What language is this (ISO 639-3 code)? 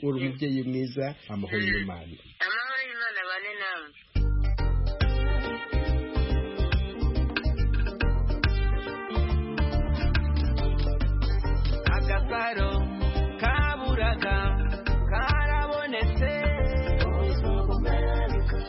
kin